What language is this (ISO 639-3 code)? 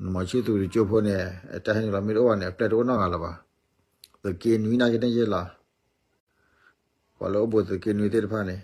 ksw